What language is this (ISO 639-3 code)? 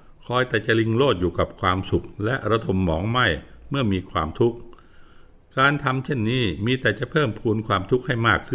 tha